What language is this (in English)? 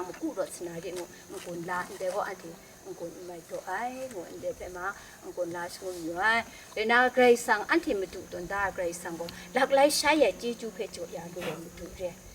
Kachin